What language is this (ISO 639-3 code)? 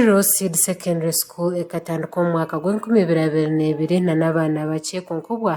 nyn